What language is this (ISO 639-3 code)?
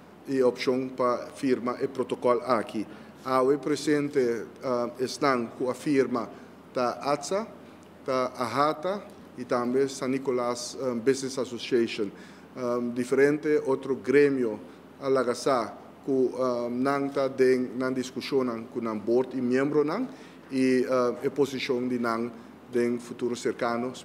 pap